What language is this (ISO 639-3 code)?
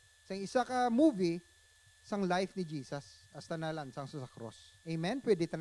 hil